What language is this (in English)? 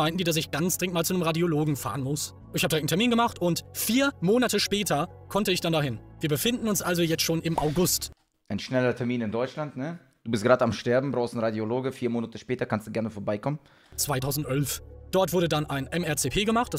German